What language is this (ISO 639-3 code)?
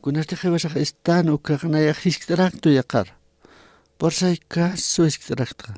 aym